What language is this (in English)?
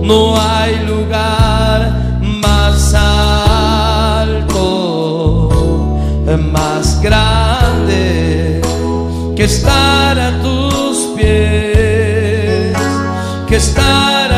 Spanish